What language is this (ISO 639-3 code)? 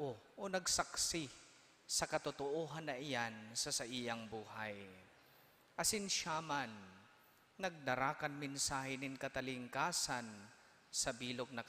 bik